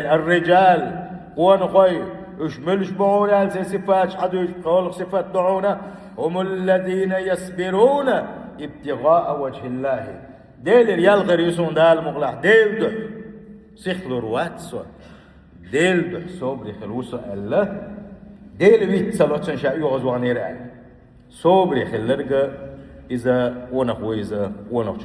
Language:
Chechen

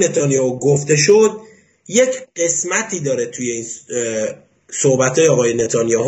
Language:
Persian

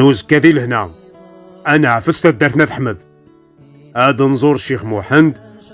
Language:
Kabyle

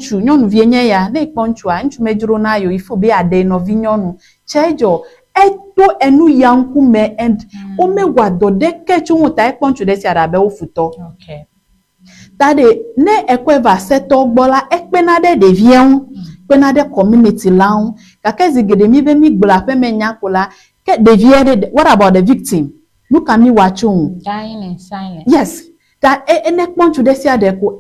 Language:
Ewe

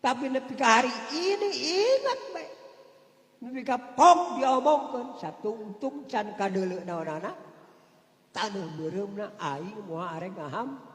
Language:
Sundanese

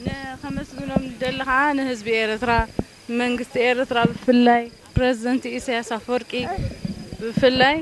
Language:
Tigrinya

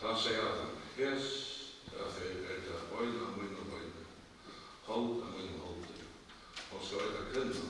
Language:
Faroese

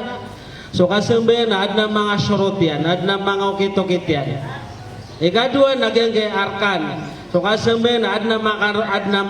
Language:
Maranao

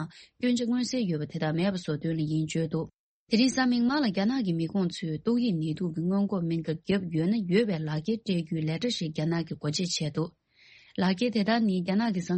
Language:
Tibetan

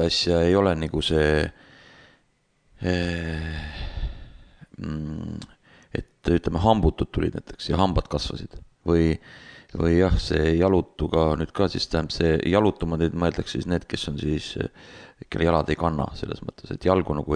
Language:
Estonian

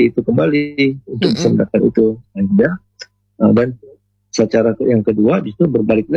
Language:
Indonesian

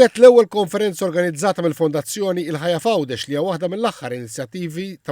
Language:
Maltese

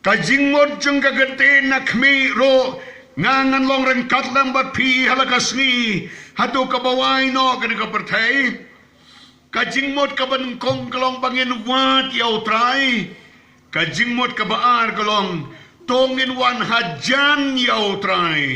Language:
Khasi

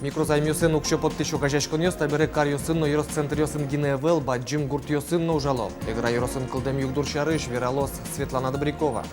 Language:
Udmurt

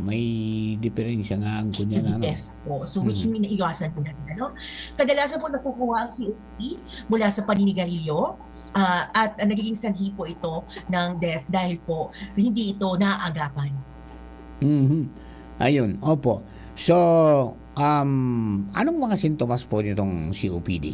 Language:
Bikol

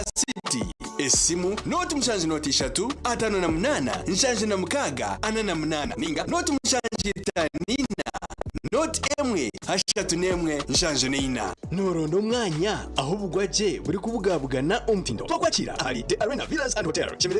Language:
Nyankole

